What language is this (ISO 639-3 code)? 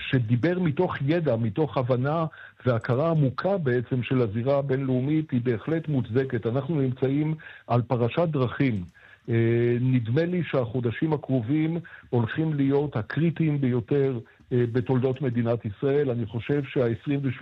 heb